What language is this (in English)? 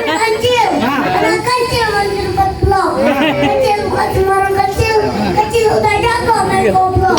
Betawi